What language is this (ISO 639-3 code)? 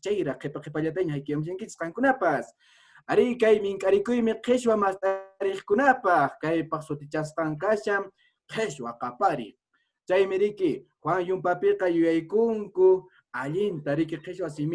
que